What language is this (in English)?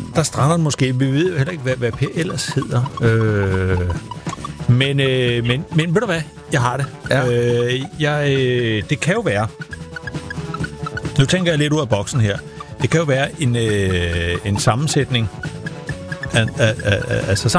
Danish